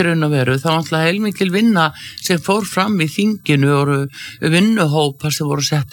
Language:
Icelandic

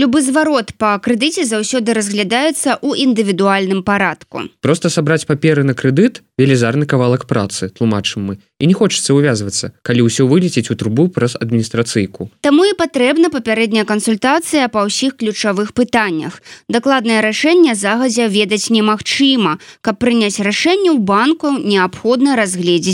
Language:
Belarusian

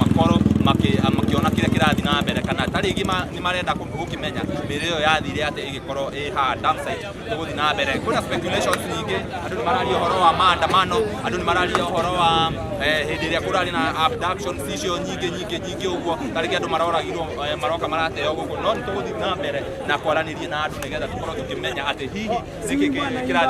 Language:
Kikuyu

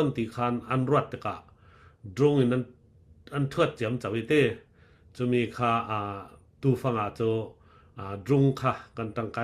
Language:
Falam Chin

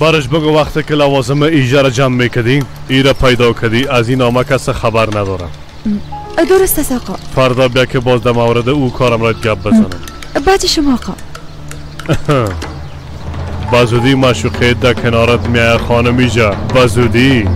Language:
Persian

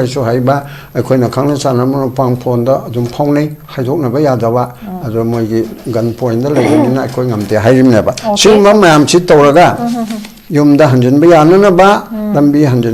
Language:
Manipuri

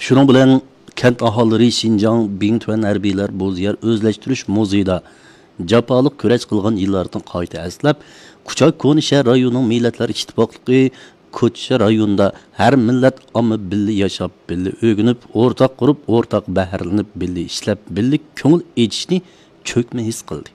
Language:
Uyghur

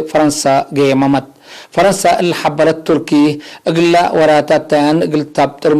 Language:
Tigre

